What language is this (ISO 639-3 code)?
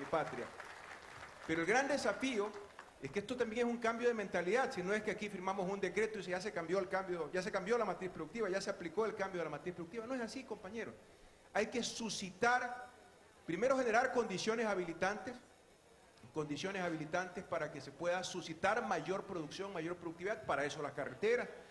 spa